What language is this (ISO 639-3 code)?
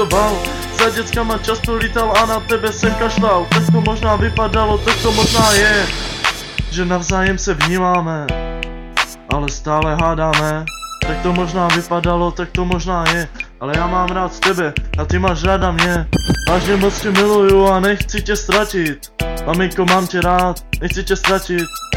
ces